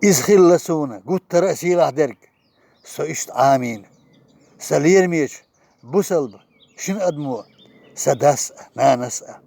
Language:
Chechen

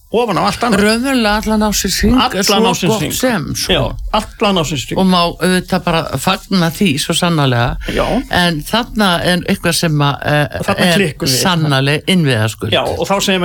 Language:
Icelandic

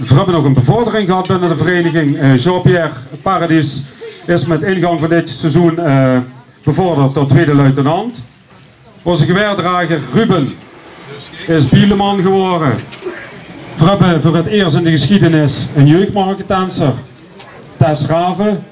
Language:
Limburgish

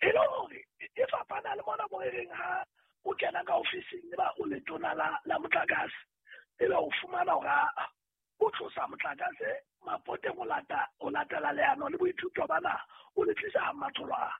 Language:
Southern Sotho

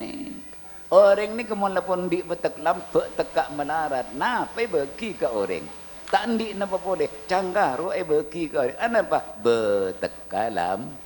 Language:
Madurese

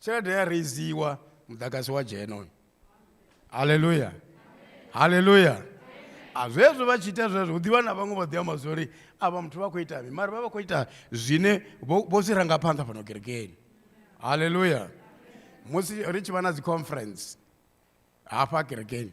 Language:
Venda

